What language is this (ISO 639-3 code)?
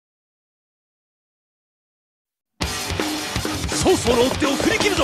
jpn